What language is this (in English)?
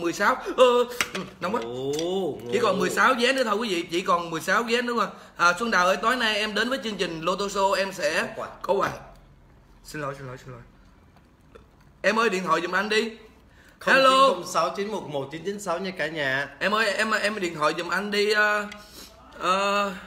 Vietnamese